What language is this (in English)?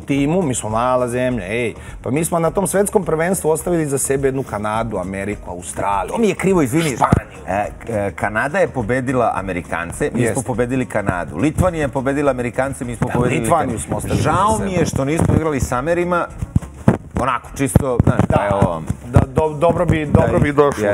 Serbian